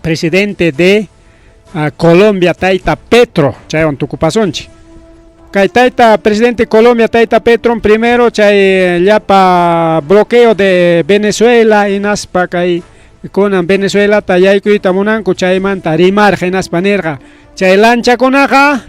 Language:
Ayacucho Quechua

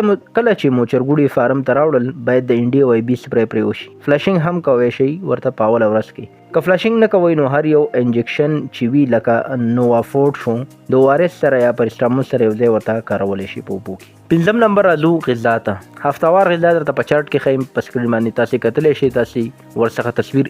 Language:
Pashto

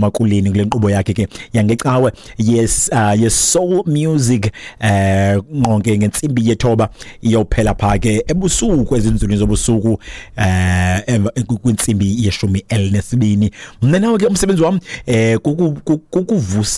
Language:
Xhosa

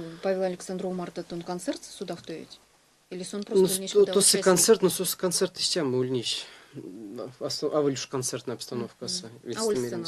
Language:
Erzya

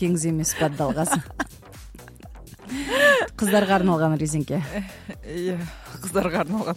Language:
Kazakh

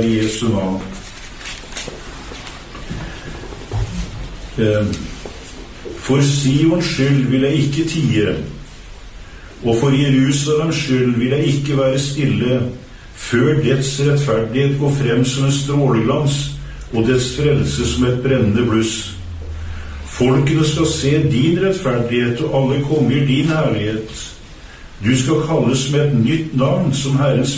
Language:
Norwegian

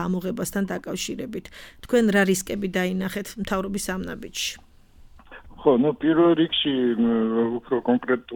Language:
Georgian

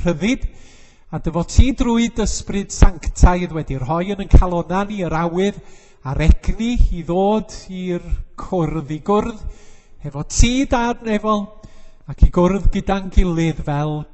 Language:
Welsh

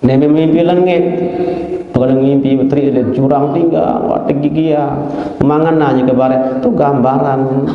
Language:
Sasak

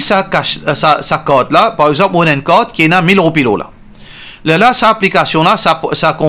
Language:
Morisyen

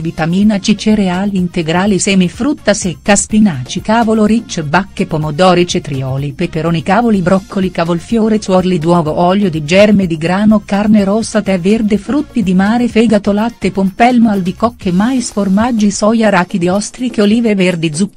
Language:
Italian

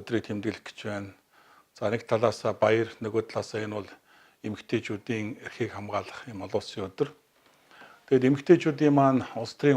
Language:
Mongolian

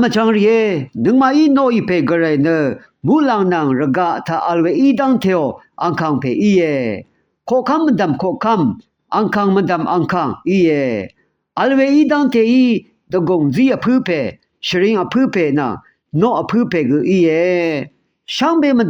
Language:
Rawang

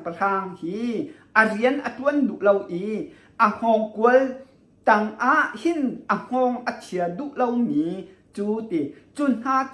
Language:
Hakha Chin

